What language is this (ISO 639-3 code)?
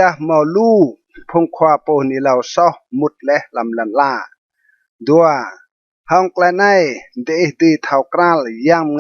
rad